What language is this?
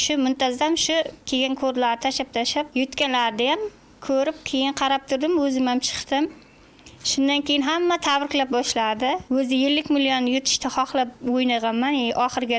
Uzbek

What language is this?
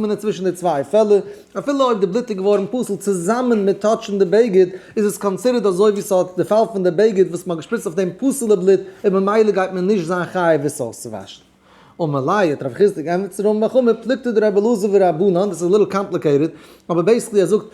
Yiddish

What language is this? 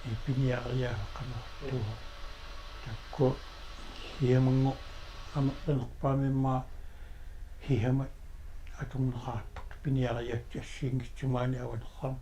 Kalaallisut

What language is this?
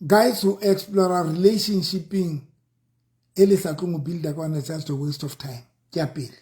Southern Sotho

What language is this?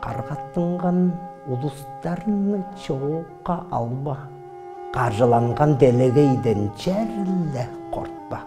Tuvinian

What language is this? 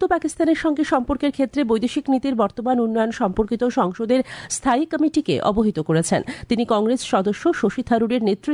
Bangla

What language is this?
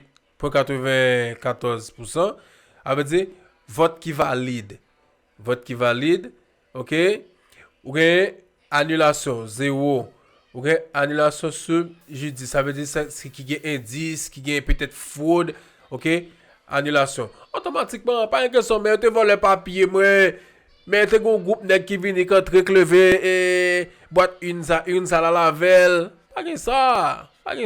Haitian Creole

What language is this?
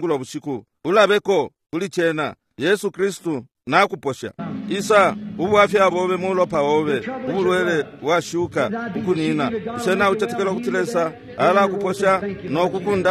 Bemba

